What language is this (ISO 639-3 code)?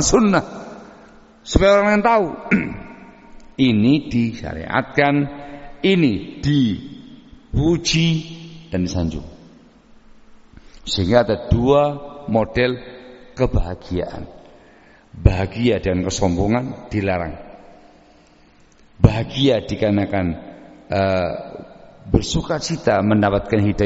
ind